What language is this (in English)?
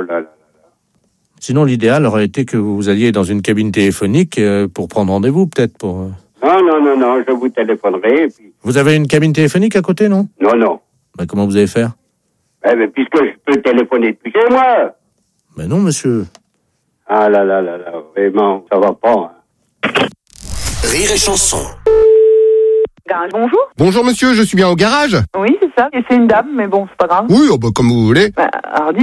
French